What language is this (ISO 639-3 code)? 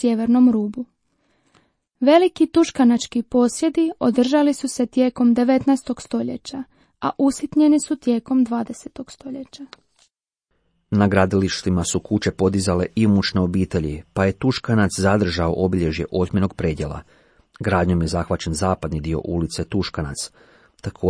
hrv